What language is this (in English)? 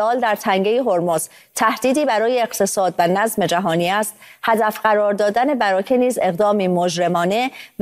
Persian